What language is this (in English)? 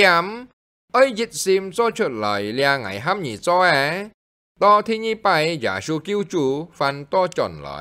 Hakka Chinese